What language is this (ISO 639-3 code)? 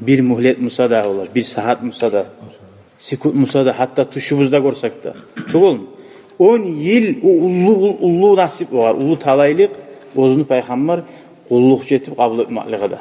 kum